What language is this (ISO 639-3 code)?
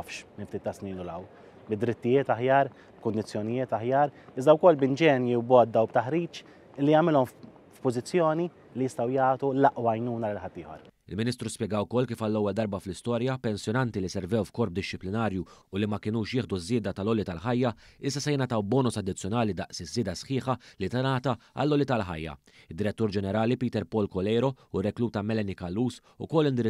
mlt